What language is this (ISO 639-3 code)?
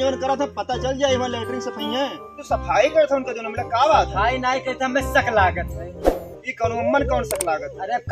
awa